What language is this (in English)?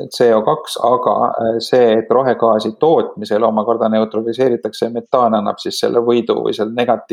Estonian